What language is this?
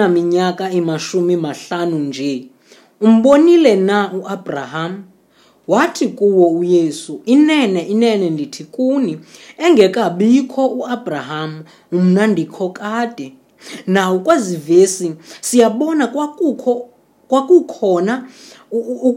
Xhosa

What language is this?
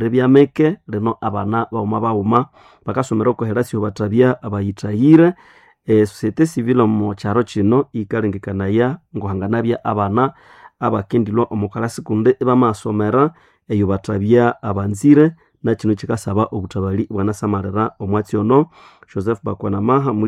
Nande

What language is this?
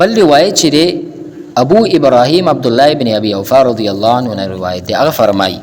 Pashto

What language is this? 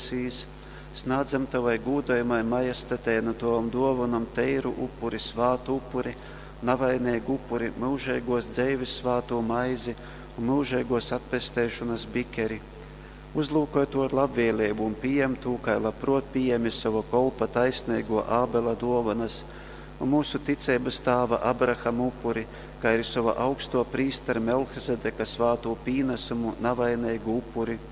Latgalian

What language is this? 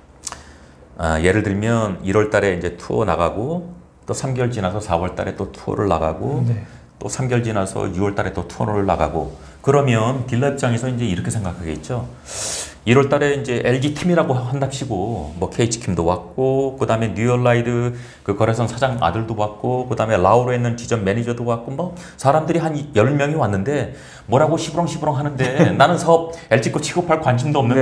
Korean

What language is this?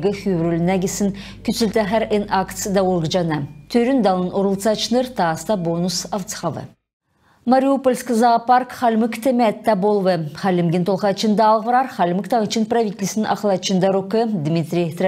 Kalmyk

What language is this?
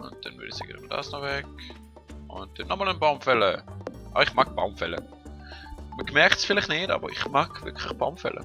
Swiss German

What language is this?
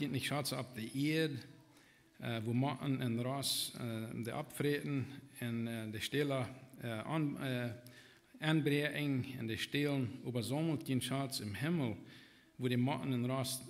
Plautdietsch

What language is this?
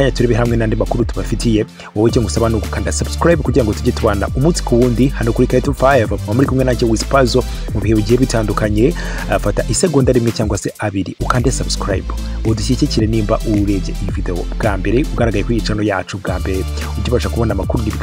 Kinyarwanda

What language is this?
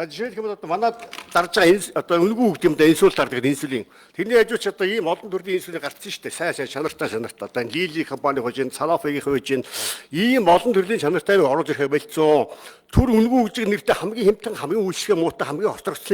Mongolian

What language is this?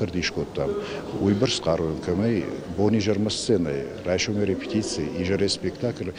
Ossetic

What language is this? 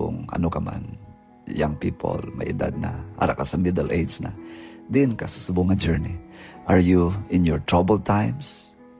Hiligaynon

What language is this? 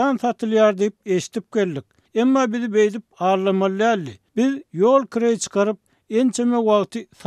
Turkmen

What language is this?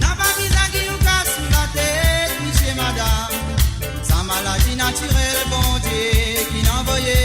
Morisyen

